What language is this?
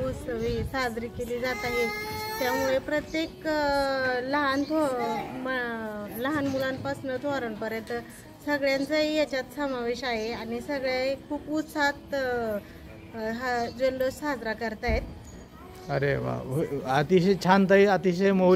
Marathi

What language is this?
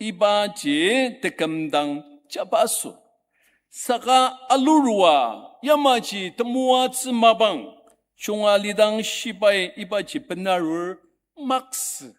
Ao Naga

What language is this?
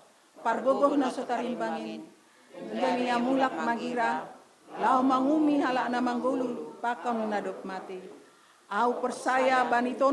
Batak Simalungun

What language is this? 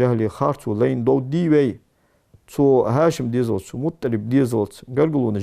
Ingush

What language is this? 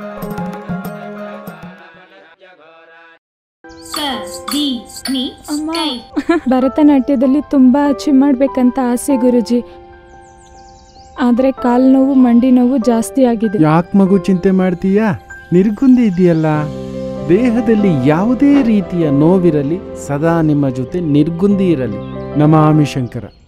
Kannada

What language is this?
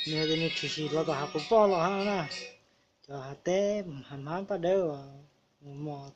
Hmong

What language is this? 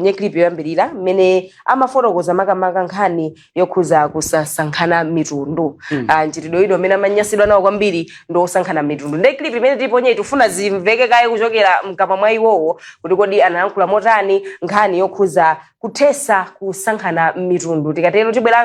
Nyanja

